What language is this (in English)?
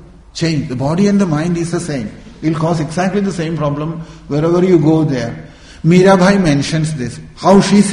English